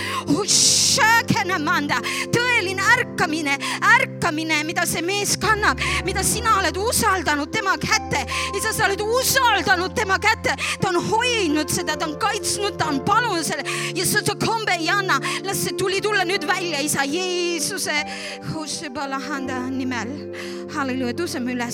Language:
Estonian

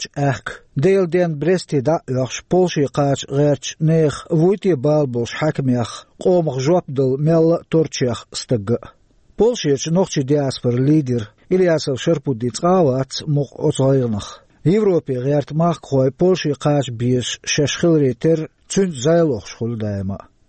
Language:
Chechen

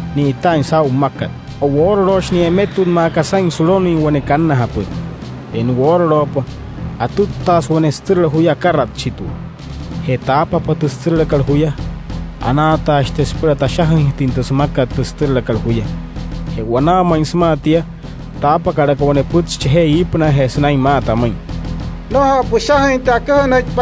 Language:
Wayuu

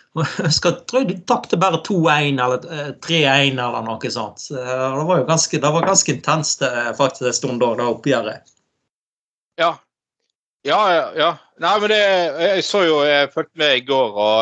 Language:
Norwegian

